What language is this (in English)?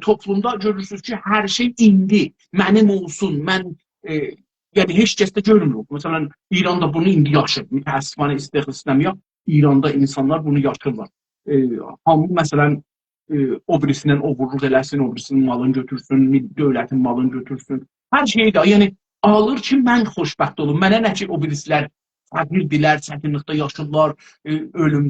South Azerbaijani